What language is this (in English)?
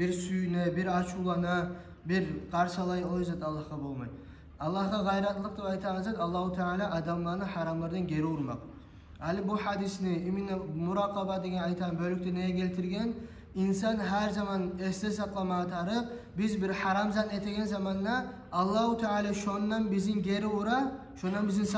Kumyk